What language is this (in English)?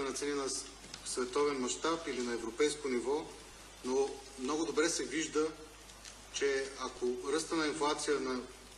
Bulgarian